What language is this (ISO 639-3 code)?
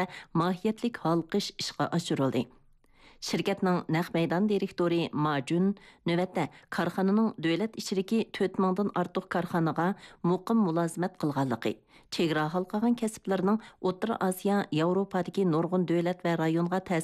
uig